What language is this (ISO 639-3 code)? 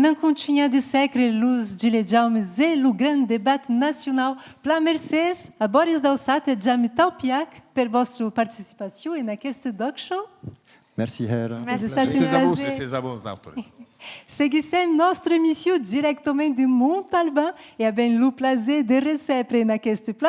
oci